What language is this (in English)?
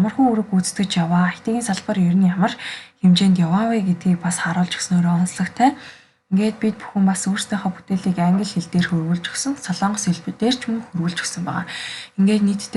Mongolian